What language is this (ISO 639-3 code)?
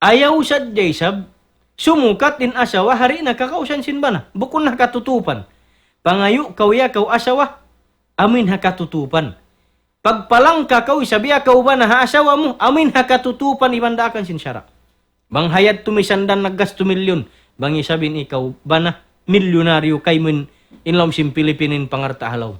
tsg